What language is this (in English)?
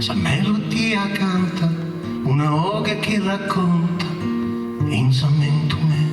Sardinian